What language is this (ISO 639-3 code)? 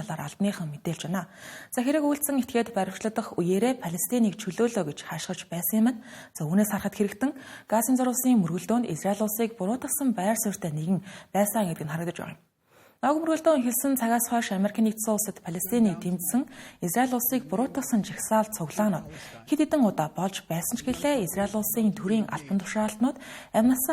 mon